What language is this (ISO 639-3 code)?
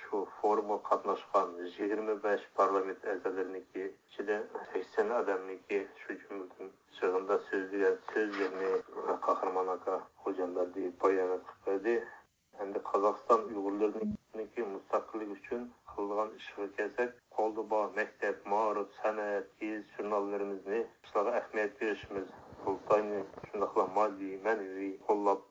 uig